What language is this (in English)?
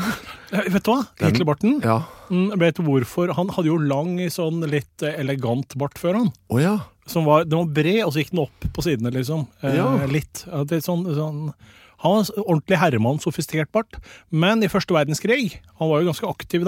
Norwegian